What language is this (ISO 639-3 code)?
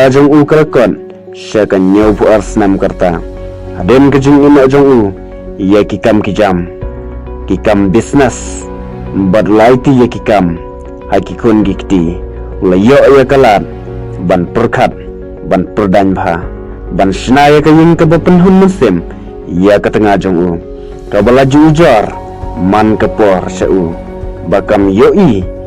kha